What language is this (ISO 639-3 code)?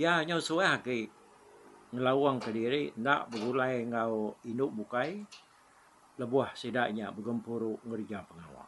iba